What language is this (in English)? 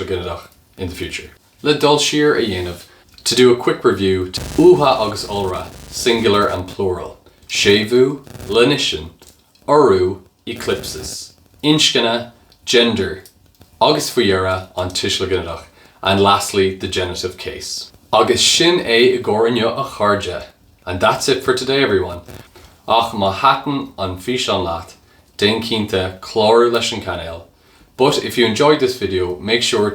Irish